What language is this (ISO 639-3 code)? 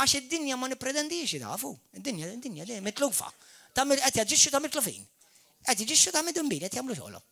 mlt